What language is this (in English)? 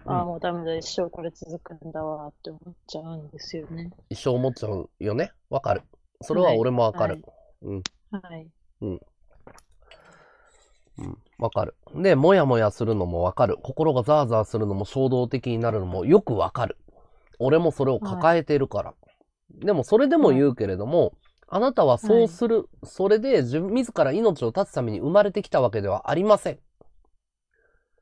Japanese